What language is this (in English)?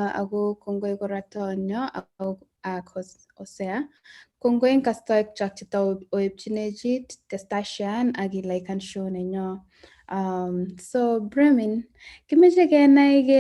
Kalenjin